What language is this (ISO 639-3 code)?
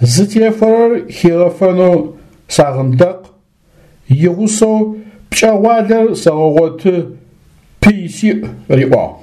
ady